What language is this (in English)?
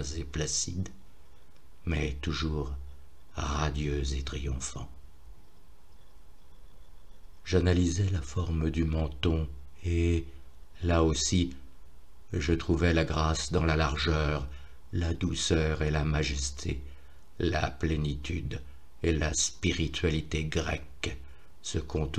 French